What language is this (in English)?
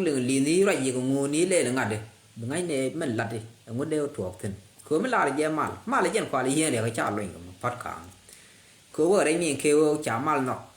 Nuer